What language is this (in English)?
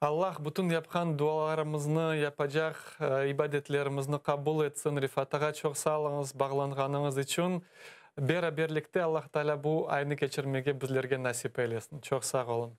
Crimean Tatar